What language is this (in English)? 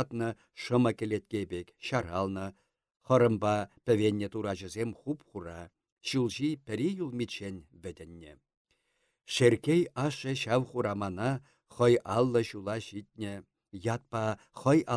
Chuvash